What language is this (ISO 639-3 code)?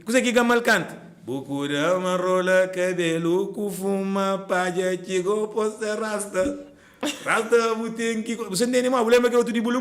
kea